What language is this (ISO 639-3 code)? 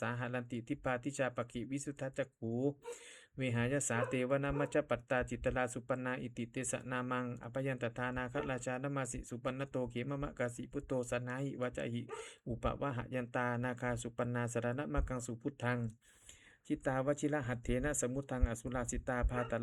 pli